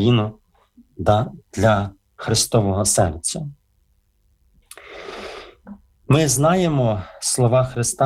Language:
Ukrainian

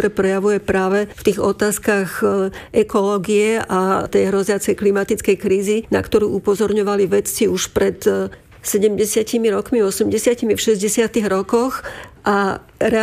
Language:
Slovak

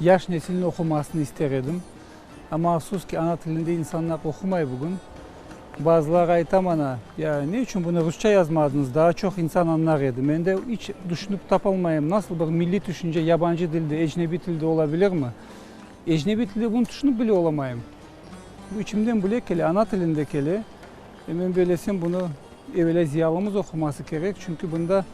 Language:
Crimean Tatar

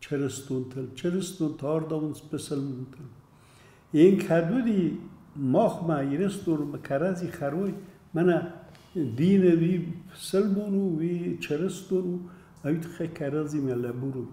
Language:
Ossetic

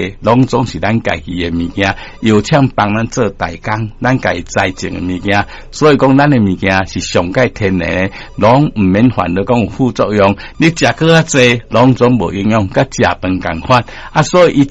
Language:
Min Nan Chinese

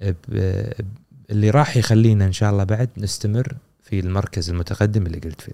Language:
Gulf Arabic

